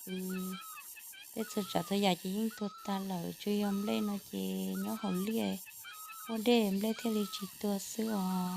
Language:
Hmong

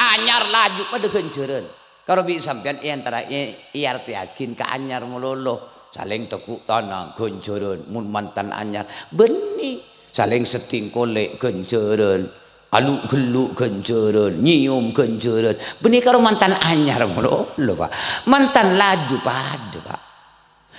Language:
Madurese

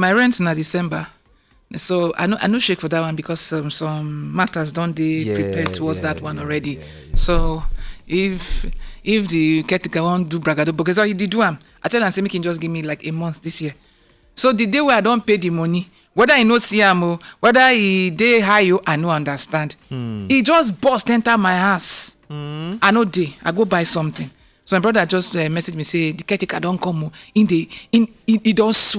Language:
Nigerian Pidgin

